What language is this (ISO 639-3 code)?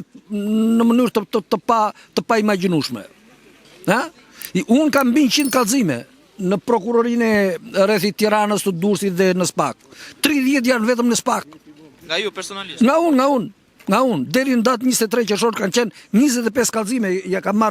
sqi